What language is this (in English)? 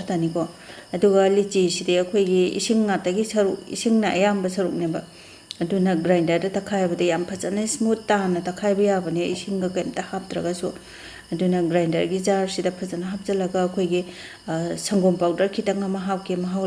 Manipuri